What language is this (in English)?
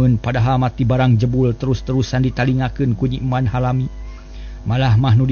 Sundanese